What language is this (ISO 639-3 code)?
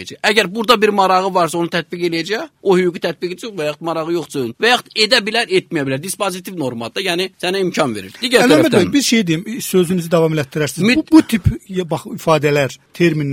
aze